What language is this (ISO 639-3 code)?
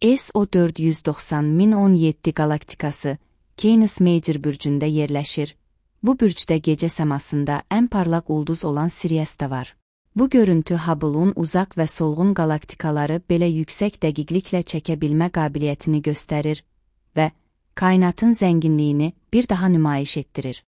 aze